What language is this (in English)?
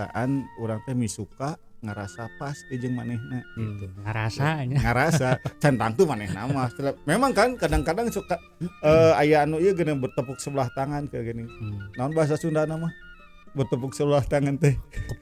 Sundanese